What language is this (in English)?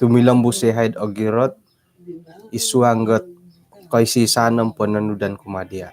Central Dusun